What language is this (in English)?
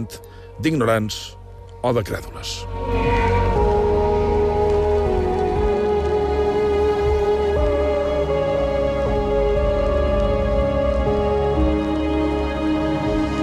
Catalan